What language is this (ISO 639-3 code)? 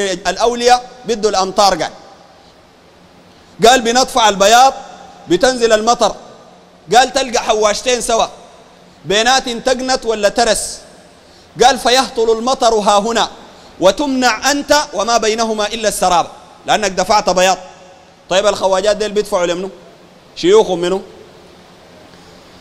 apd